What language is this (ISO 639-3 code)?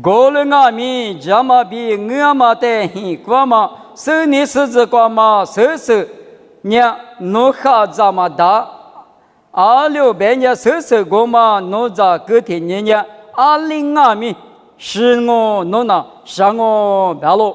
lis